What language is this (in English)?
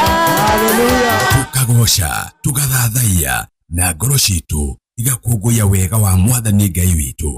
Kikuyu